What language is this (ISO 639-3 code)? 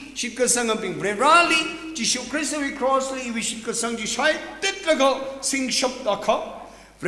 nmf